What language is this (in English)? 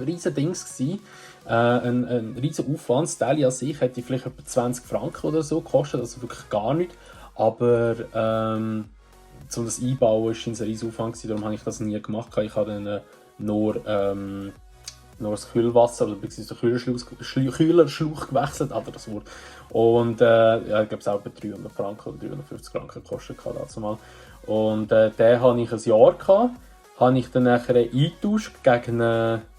Swiss German